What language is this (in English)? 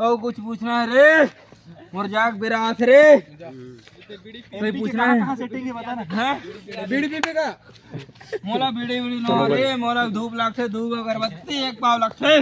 Chhattisgarhi